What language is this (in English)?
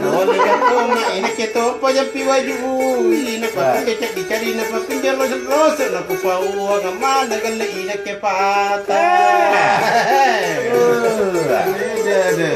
Makasar